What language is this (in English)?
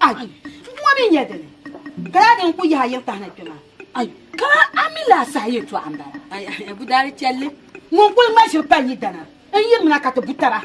Dagbani